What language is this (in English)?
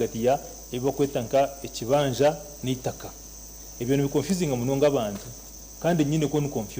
Nyankole